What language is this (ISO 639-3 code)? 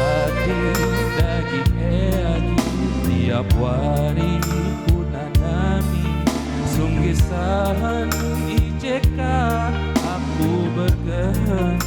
btx